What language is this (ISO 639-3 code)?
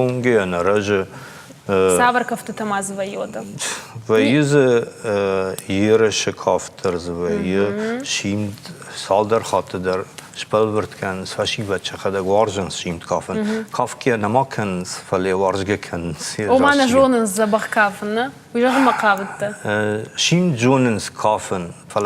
oss